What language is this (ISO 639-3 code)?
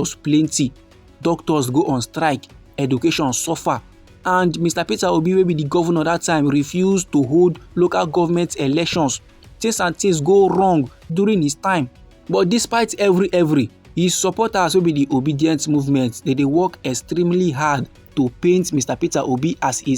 pcm